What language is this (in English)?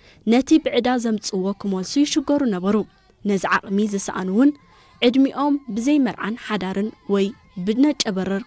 Tigrinya